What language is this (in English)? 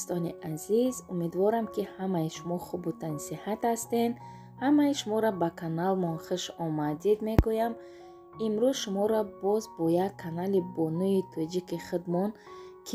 Tajik